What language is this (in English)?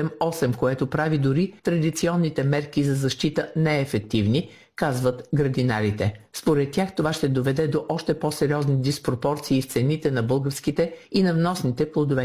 Bulgarian